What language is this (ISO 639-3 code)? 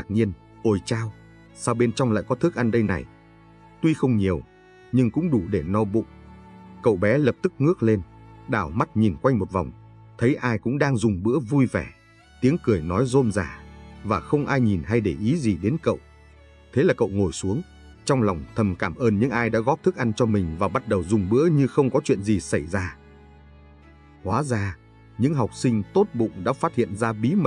vie